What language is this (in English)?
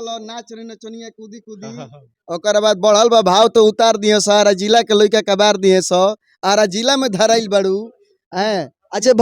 Bhojpuri